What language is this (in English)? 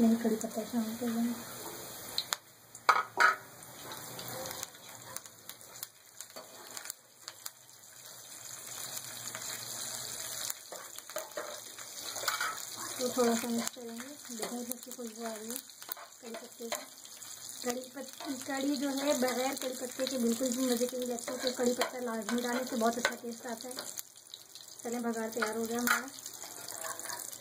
Hindi